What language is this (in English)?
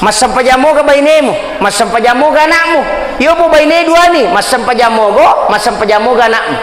Buginese